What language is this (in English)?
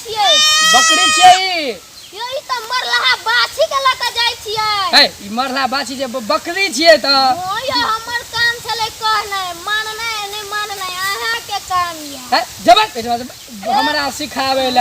Maithili